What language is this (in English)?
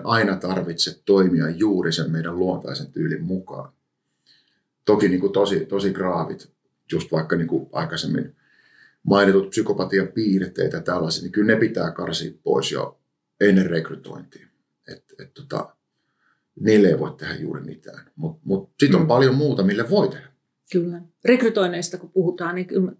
Finnish